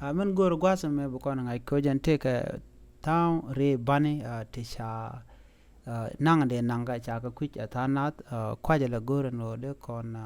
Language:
Nuer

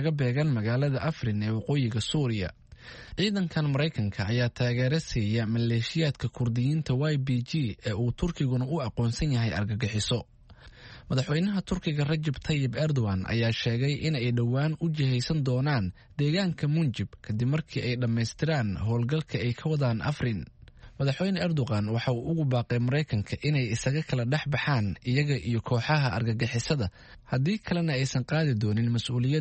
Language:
Somali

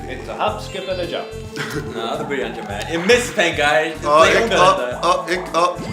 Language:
Faroese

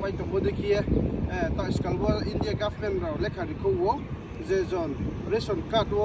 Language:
Riang (India)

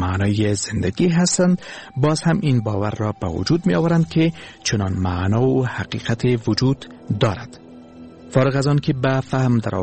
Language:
Persian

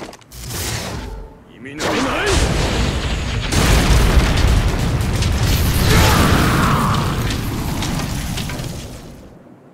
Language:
Japanese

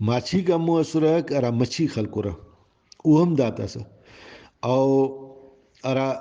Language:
Brahui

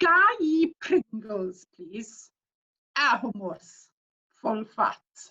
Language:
Welsh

